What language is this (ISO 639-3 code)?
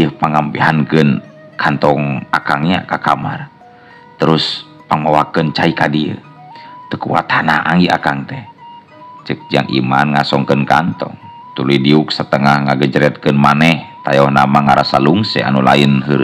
sun